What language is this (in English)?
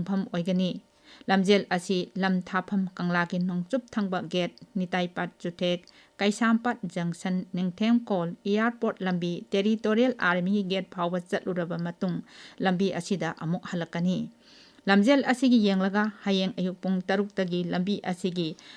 Manipuri